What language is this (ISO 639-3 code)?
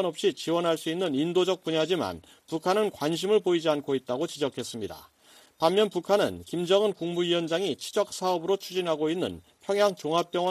kor